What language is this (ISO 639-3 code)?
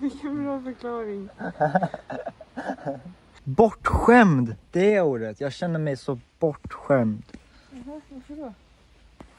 swe